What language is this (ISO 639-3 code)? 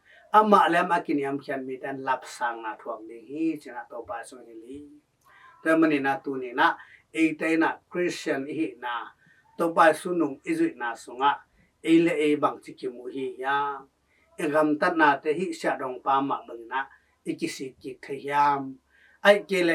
ctd